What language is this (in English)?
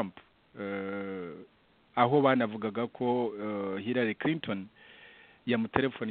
Kinyarwanda